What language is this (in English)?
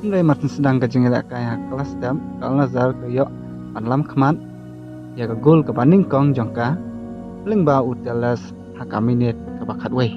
Khasi